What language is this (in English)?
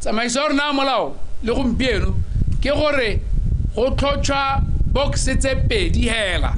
Tswana